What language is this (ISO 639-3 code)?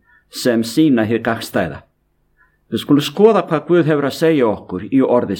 isl